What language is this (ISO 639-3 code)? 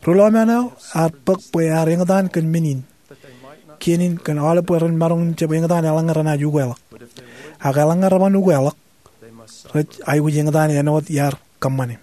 mah